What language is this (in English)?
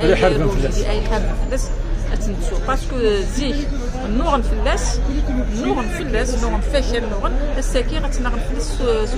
Kabyle